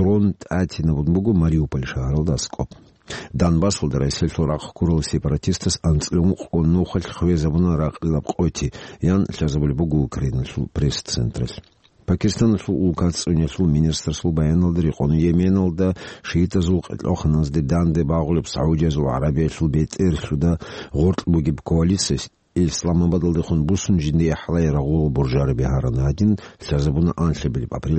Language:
Avaric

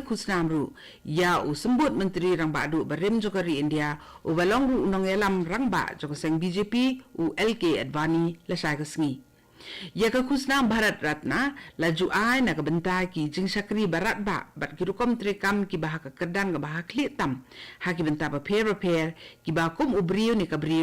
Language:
Khasi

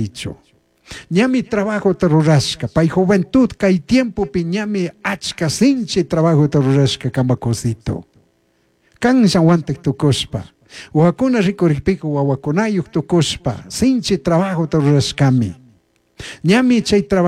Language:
Chimborazo Highland Quichua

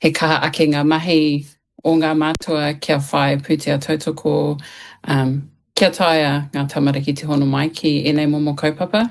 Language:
Māori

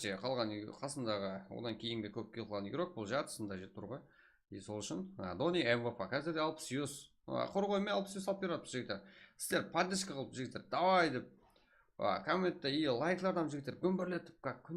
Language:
Kara-Kalpak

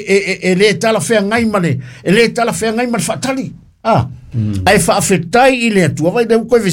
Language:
Samoan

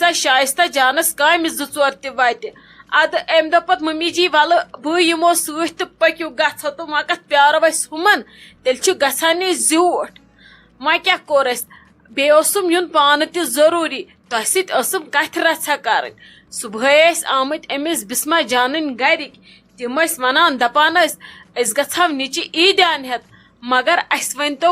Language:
Kashmiri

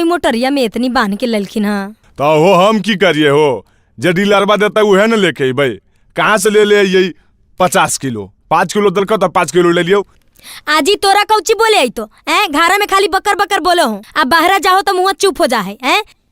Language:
Magahi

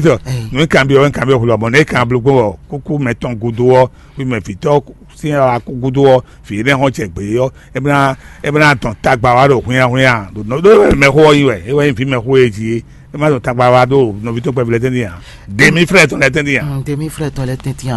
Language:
Fon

